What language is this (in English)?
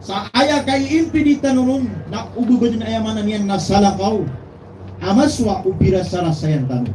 Maranao